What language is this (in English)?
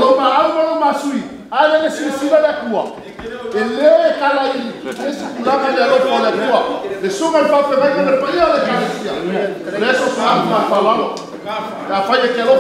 Samoan